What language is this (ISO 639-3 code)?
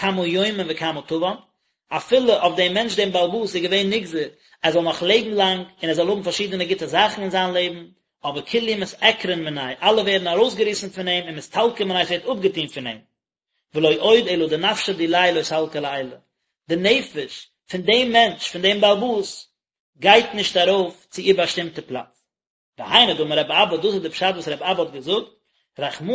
yid